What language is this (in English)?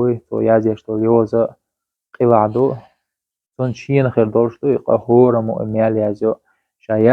Chechen